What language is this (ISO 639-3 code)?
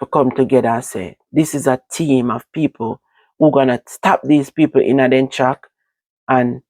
jam